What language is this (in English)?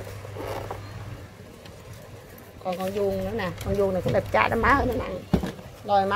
Vietnamese